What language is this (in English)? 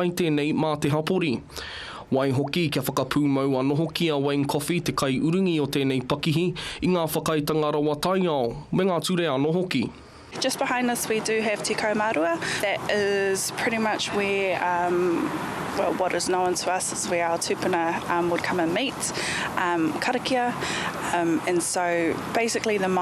Māori